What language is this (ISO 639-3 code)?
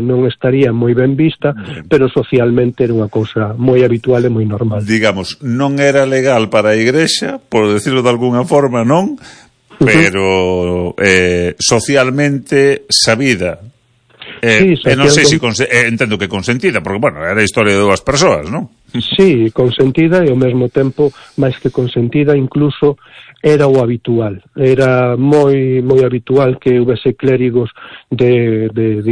glg